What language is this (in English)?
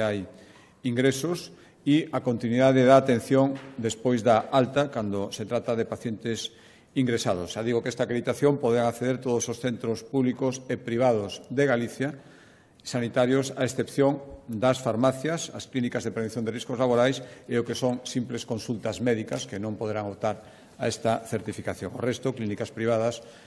Galician